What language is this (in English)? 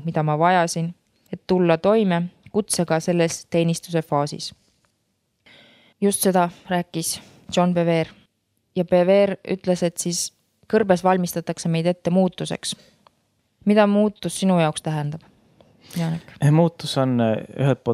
Estonian